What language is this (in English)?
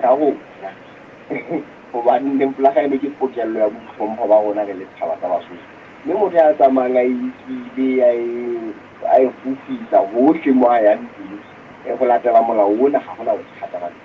Southern Sotho